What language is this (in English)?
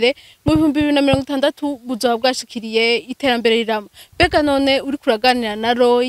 Rundi